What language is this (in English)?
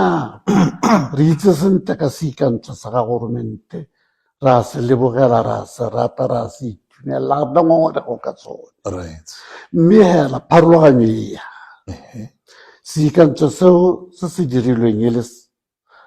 Tswana